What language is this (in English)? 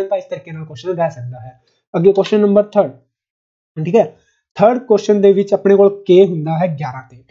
Punjabi